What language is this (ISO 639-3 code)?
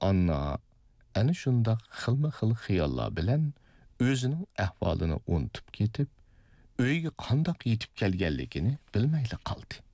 uig